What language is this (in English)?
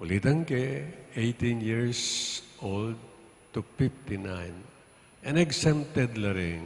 Pampanga